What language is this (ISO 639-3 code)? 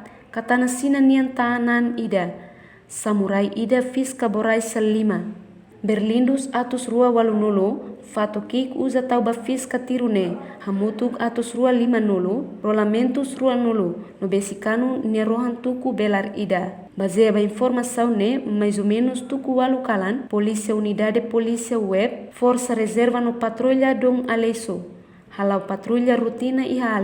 tet